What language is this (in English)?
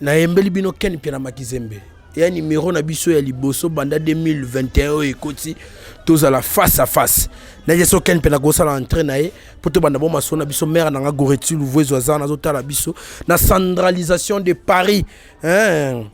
Lingala